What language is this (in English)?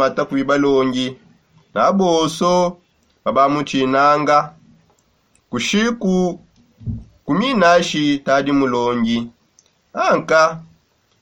Songe